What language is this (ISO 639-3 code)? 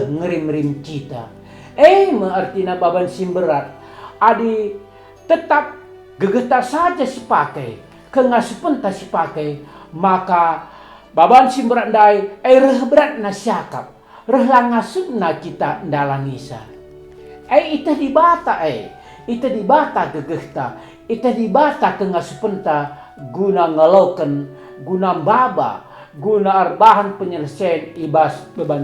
btx